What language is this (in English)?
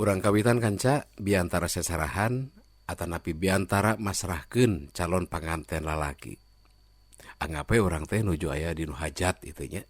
Sundanese